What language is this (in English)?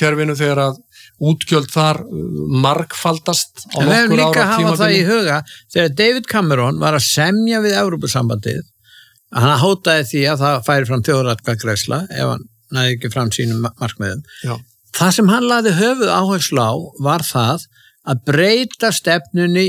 Icelandic